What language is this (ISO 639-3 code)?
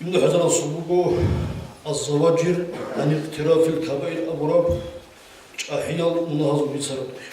ava